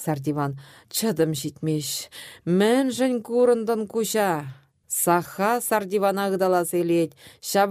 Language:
Chuvash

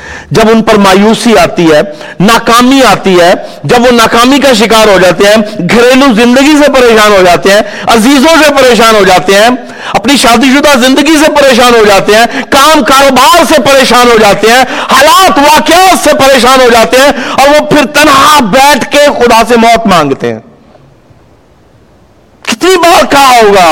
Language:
Urdu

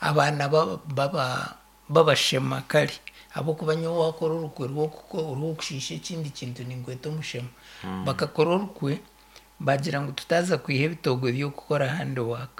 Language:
Nyankole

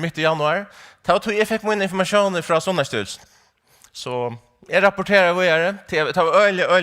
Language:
Faroese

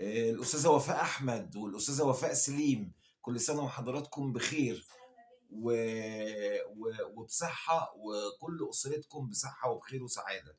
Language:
Egyptian Arabic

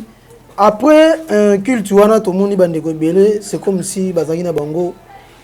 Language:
Lingala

